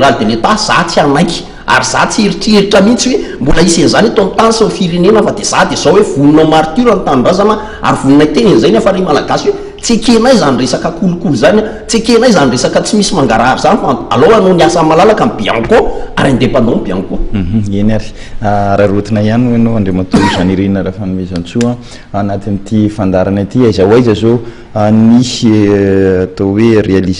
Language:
Malagasy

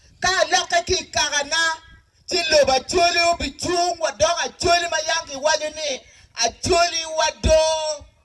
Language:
Acoli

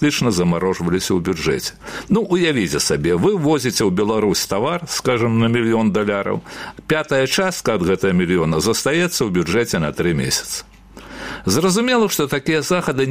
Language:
Belarusian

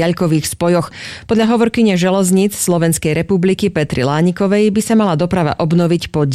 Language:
Slovak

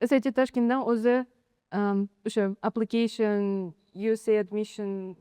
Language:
Uzbek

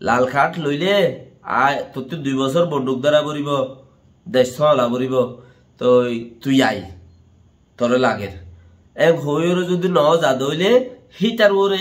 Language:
Rohingya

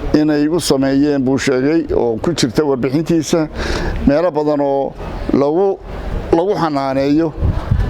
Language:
Somali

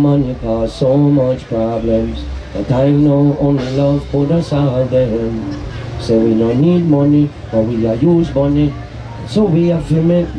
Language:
English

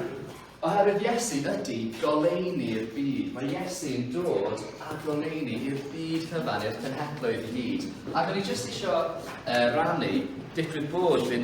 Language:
Welsh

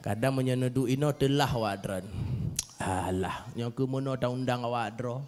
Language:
Achinese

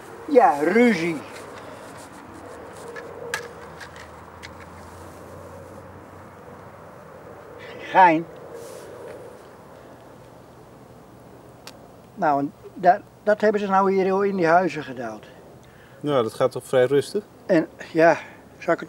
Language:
Dutch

